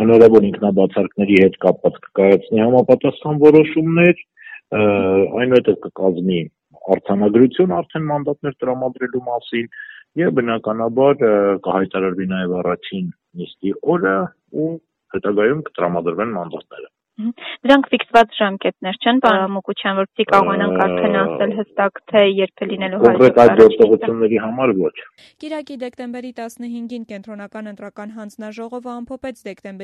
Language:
Armenian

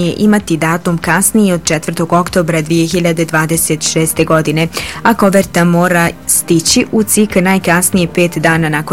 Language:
Bosnian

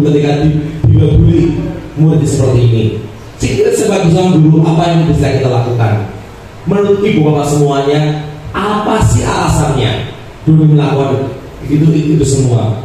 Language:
Indonesian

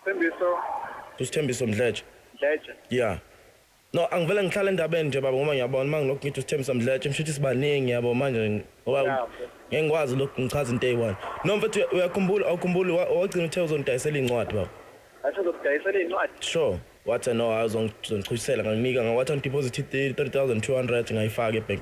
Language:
Zulu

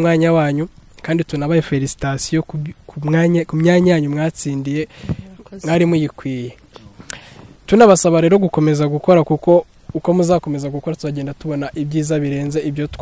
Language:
Kinyarwanda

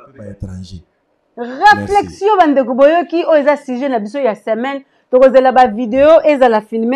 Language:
Lingala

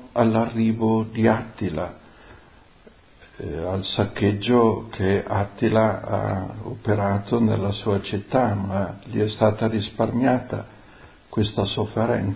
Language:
Italian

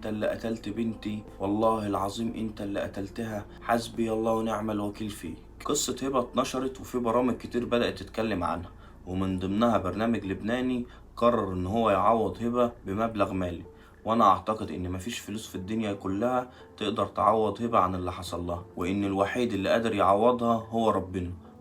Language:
Egyptian Arabic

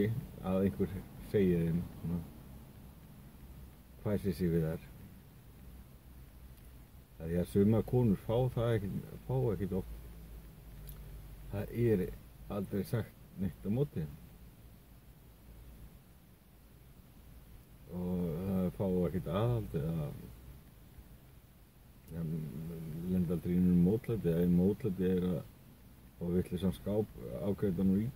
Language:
Icelandic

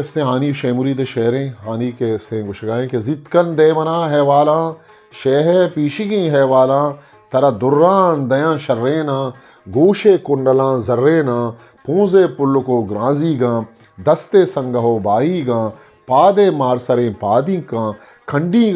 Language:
Eastern Balochi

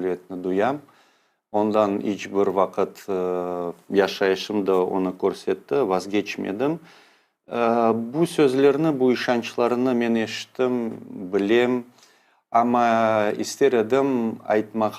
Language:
Crimean Tatar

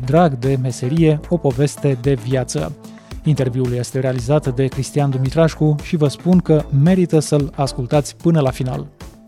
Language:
Romanian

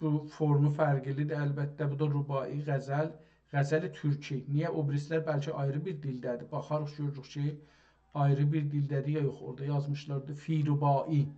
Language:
South Azerbaijani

